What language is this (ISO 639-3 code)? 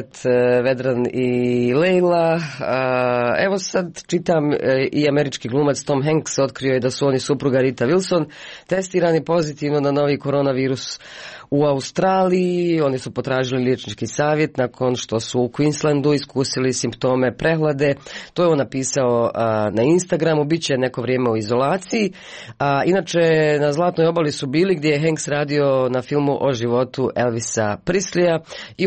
hrv